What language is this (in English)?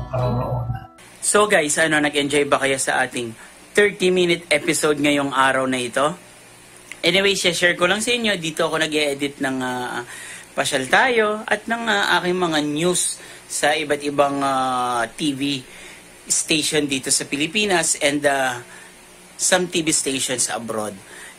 Cebuano